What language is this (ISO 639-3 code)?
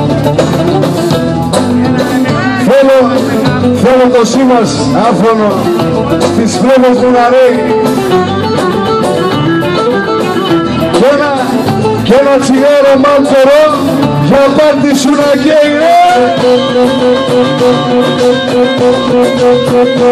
ell